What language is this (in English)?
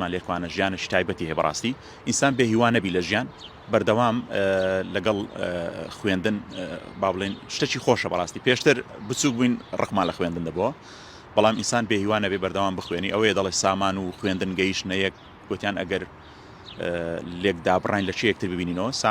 Central Kurdish